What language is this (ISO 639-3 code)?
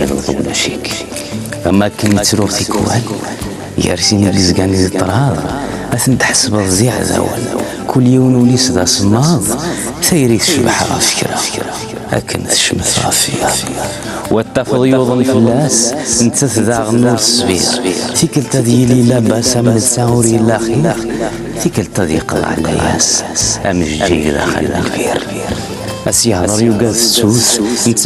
kab